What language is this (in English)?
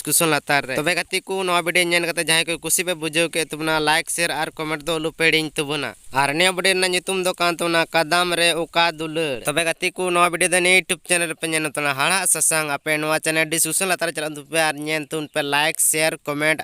Santali